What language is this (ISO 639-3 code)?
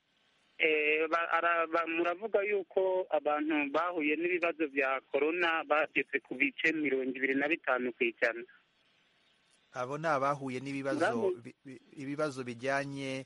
kin